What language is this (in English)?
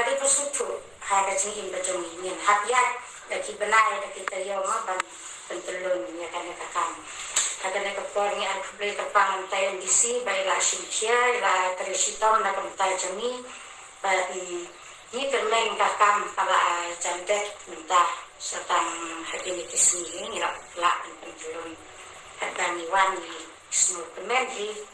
Khasi